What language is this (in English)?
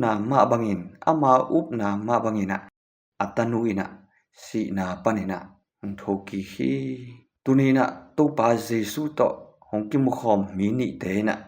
Tedim Chin